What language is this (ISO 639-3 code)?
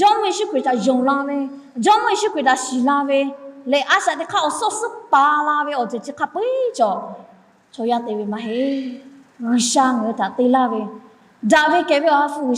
lhu